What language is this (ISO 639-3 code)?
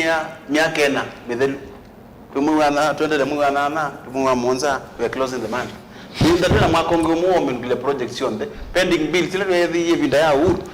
kam